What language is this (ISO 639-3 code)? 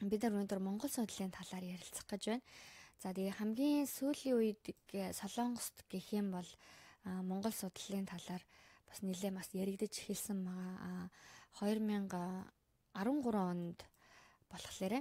mon